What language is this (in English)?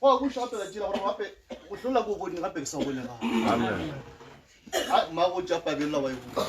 Northern Sotho